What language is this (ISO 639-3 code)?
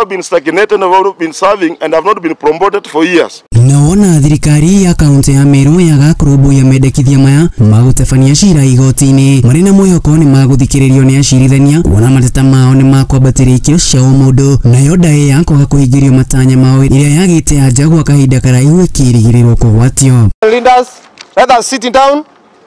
kik